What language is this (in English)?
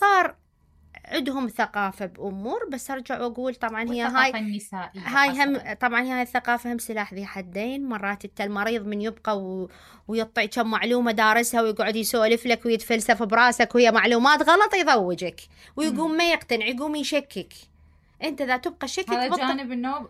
Mesopotamian Arabic